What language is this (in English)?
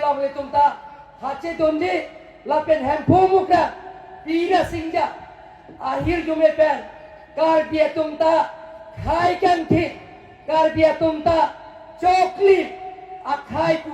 Karbi